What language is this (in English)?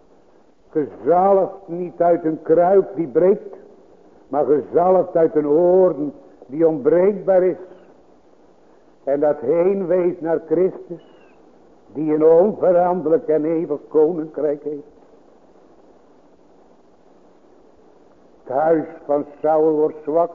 Dutch